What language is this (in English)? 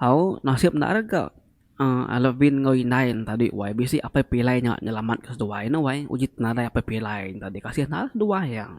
Iban